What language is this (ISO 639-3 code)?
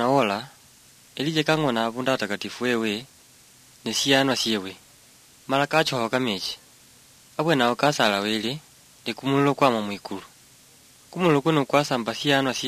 luy